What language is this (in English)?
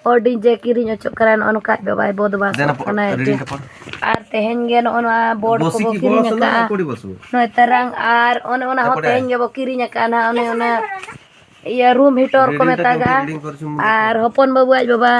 Santali